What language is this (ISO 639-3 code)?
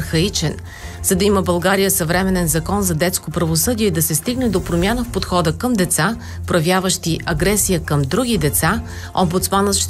bul